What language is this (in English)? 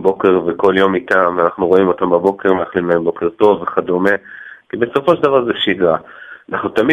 Hebrew